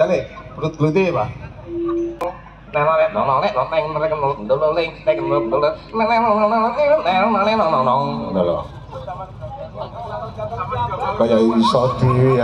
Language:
Javanese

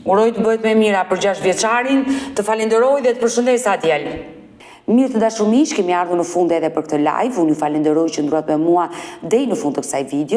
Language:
Albanian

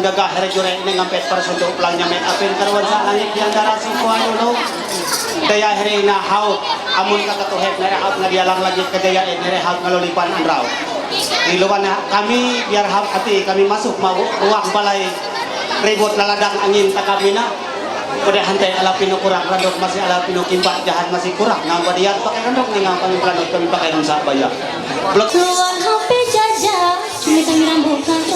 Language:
Ma'anyan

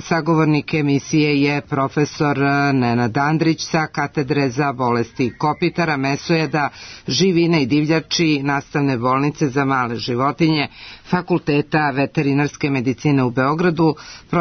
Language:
Serbian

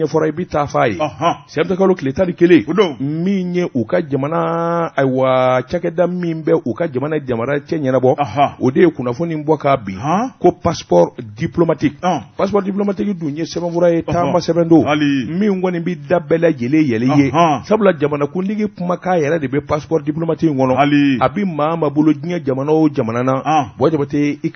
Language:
Bambara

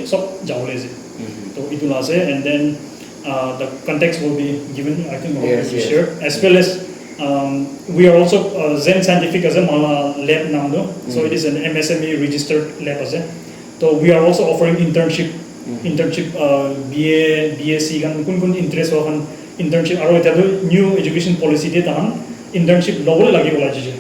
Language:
Naga Pidgin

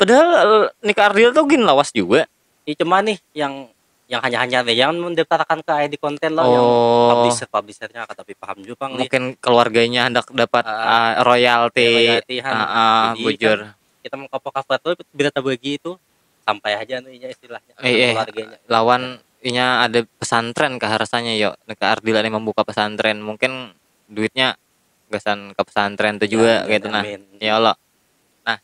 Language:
Banjar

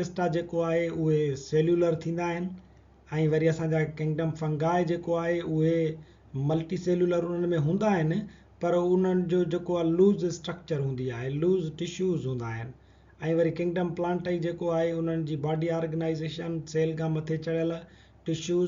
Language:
Sindhi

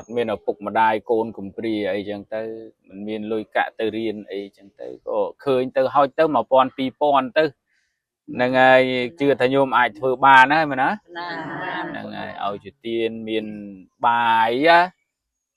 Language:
Khmer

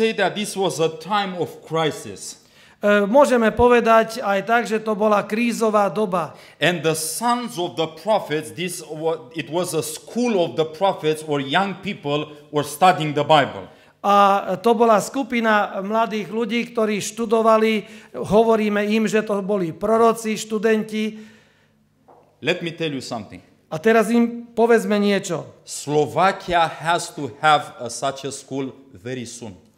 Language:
Slovak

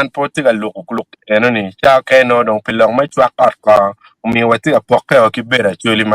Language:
Acoli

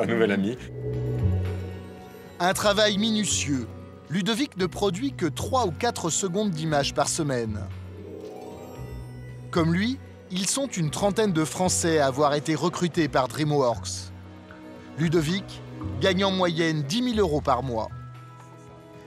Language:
French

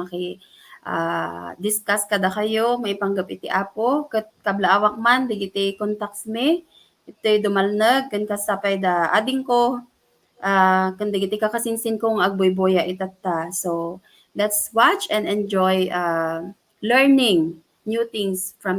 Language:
Iloko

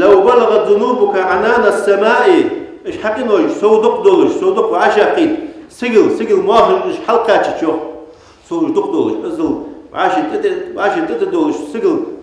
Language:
Ingush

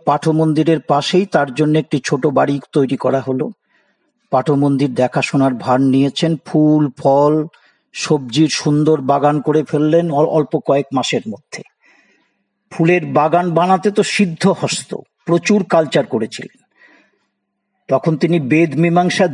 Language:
Bangla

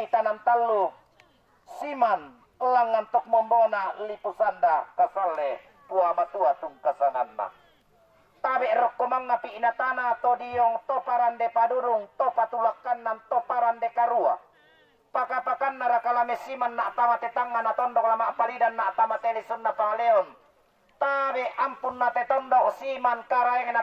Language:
Toraja-Sa'dan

